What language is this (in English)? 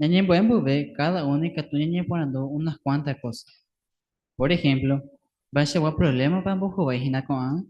Guarani